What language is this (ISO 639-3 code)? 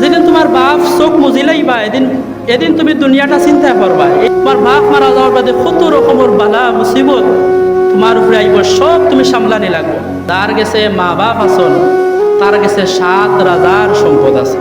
syl